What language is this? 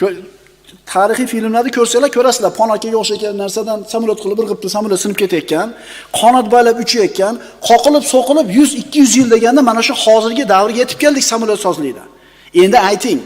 Uzbek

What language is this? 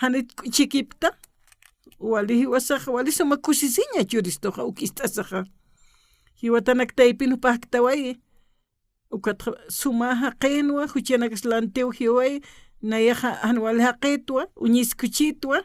Aymara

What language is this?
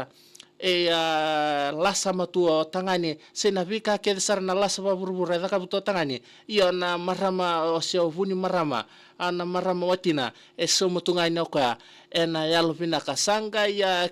Fijian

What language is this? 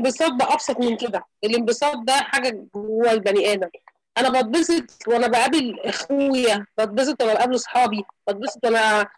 Egyptian Arabic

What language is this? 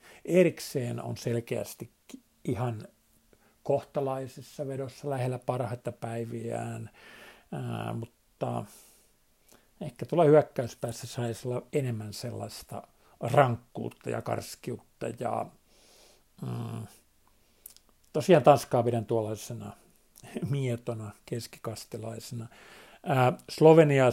Finnish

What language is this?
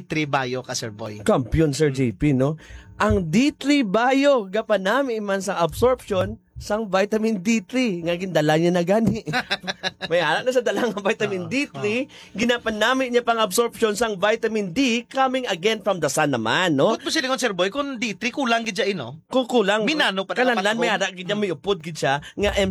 Hiligaynon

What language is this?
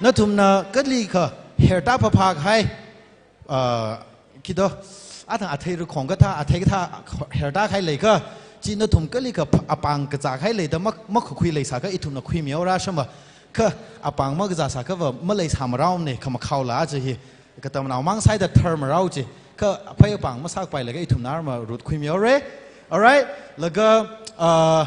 Tangkhul Naga (India)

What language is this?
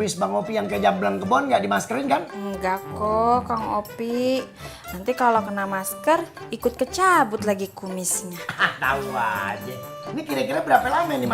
Betawi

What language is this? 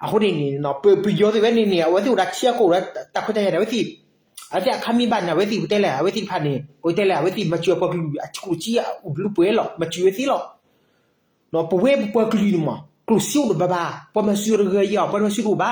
S'gaw Karen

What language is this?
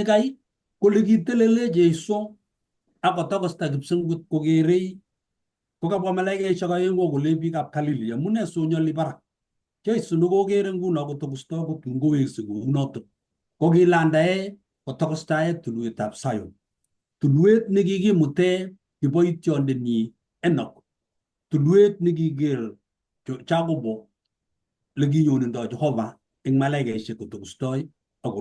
Kalenjin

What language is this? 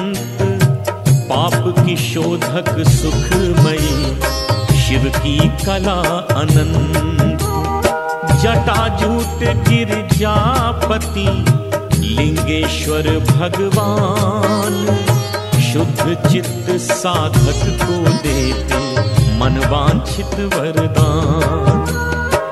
Hindi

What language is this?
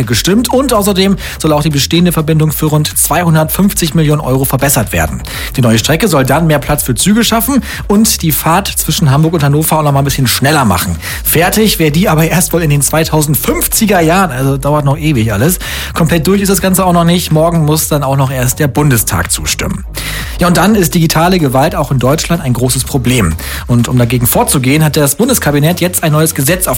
German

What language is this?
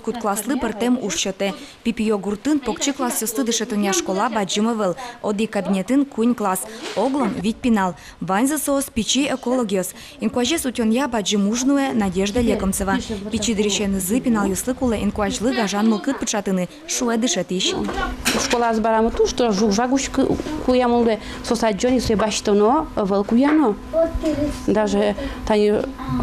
Udmurt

